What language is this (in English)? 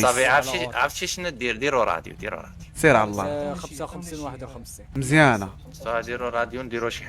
Moroccan Arabic